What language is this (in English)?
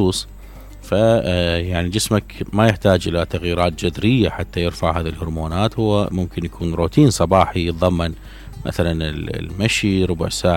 Mesopotamian Arabic